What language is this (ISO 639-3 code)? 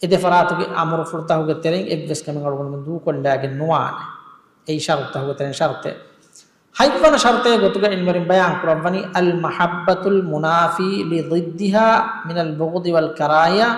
div